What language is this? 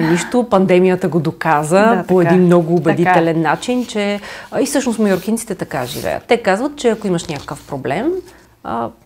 Bulgarian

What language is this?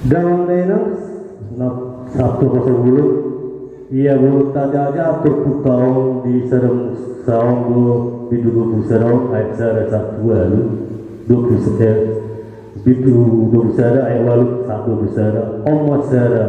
Batak Toba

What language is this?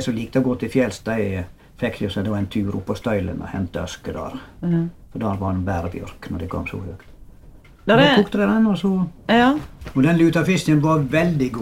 Norwegian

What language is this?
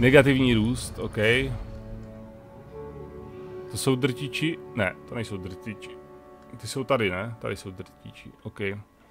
Czech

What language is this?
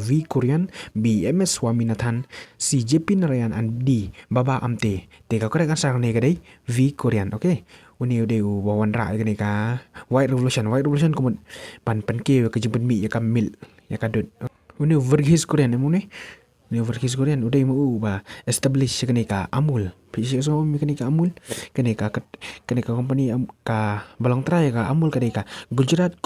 Khasi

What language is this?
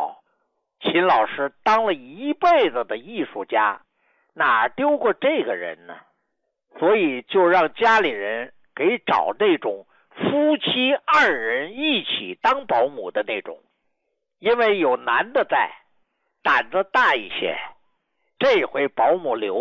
Chinese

